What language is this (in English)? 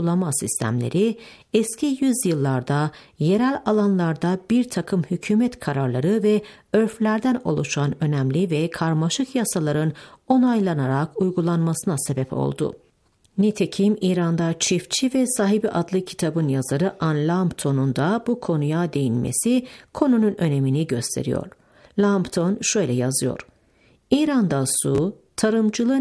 Turkish